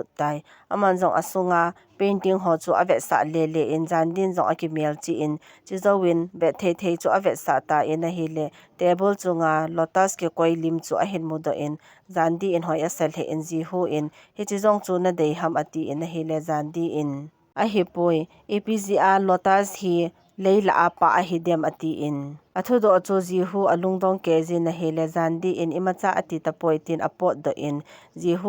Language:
Thado Chin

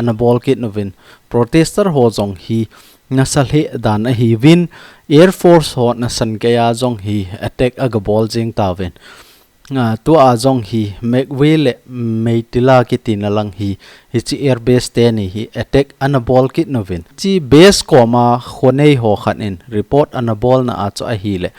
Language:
Thado Chin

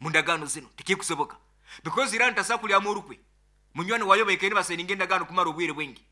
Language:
Nyoro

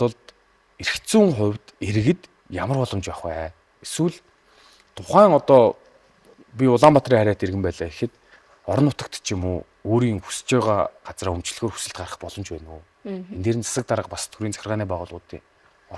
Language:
Mongolian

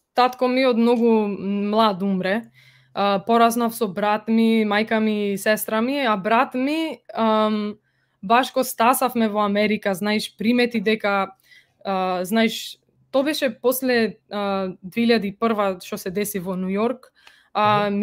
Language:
Macedonian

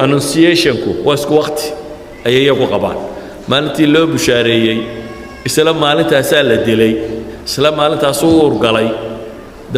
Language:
Somali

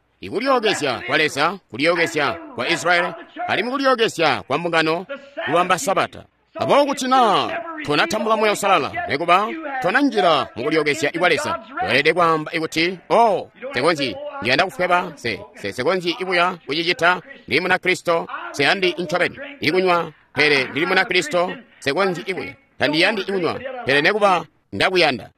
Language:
Tonga (Zambia)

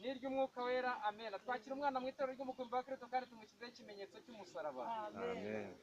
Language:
Kinyarwanda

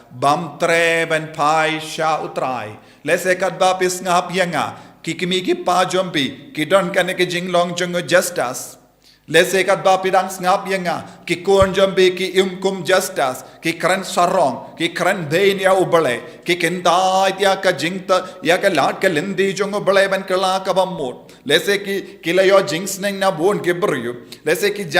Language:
Khasi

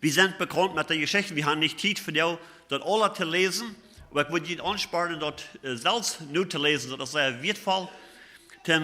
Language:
Plautdietsch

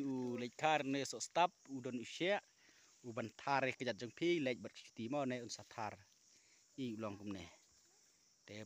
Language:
Khasi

